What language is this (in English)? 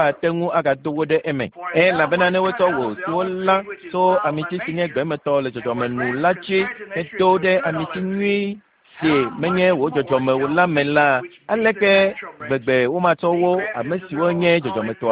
Ewe